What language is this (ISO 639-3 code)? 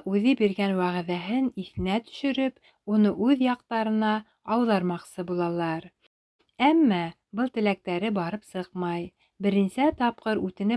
bak